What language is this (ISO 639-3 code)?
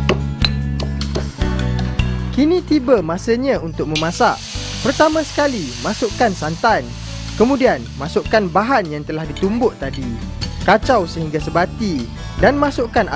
msa